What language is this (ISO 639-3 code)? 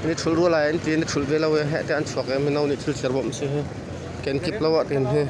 cnh